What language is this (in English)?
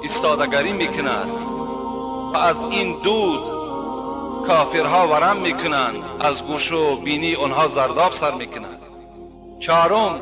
Tajik